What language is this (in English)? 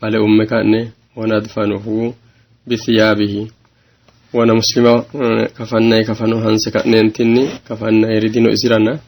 Sidamo